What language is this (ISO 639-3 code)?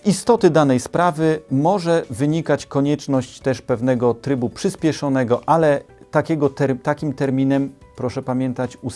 pol